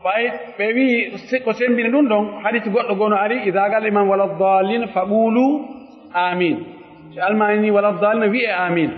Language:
Pular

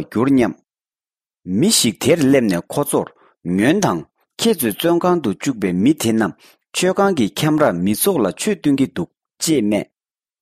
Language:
Tibetan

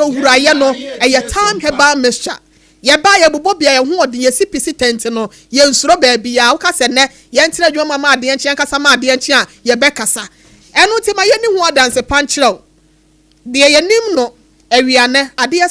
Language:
Akan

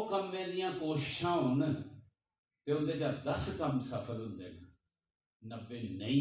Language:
Dogri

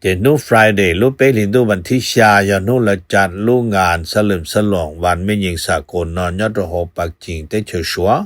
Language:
Hmong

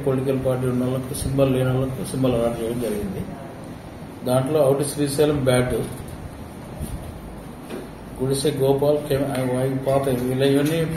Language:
Telugu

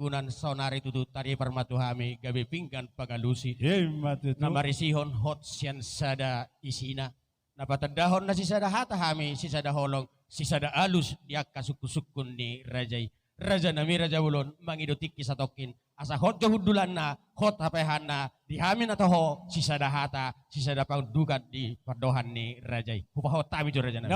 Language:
Batak Toba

